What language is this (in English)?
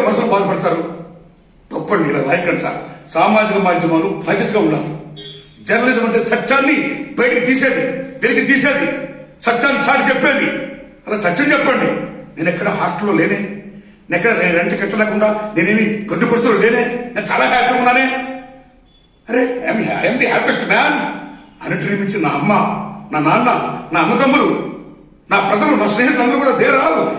Telugu